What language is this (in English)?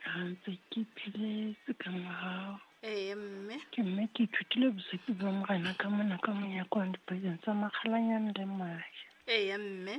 Southern Sotho